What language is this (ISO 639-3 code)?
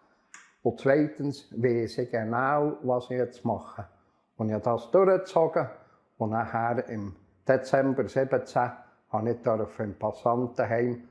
gsw